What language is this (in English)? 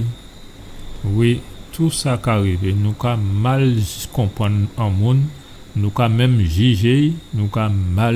Guadeloupean Creole French